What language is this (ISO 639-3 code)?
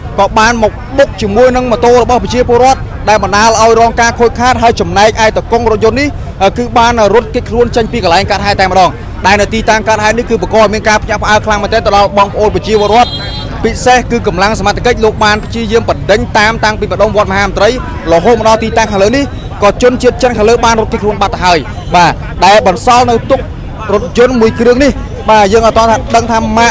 khm